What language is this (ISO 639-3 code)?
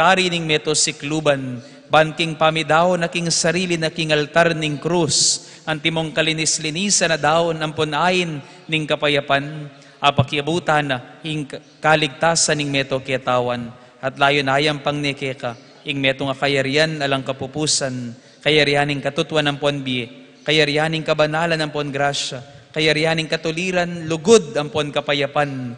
pam